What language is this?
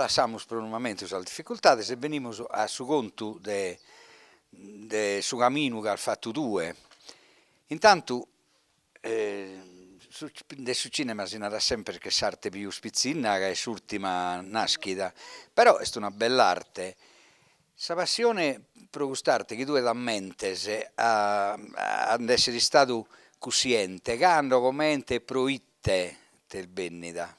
Sardinian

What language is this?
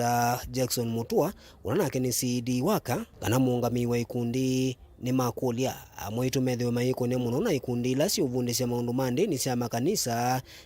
Kamba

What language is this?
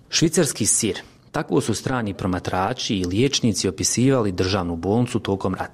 Serbian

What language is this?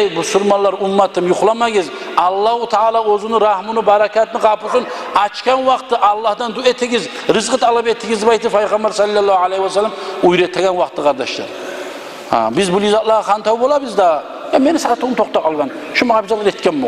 Kumyk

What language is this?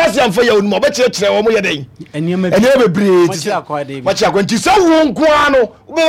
Akan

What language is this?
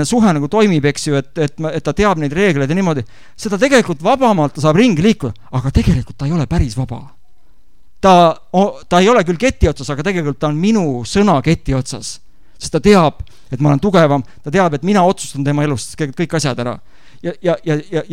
Estonian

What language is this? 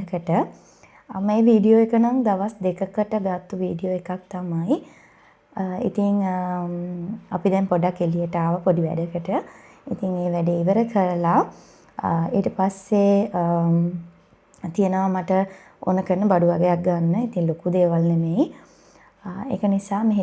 Sinhala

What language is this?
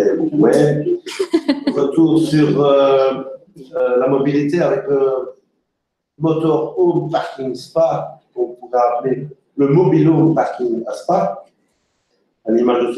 French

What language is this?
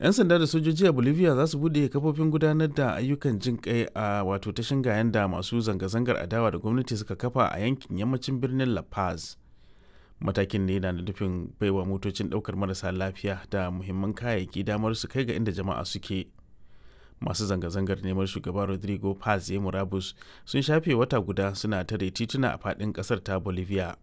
Hausa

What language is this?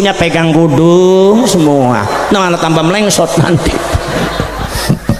Indonesian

